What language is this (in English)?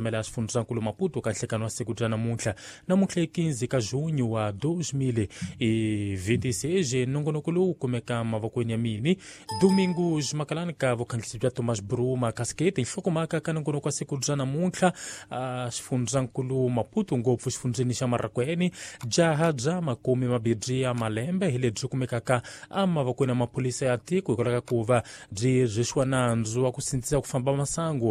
Tsonga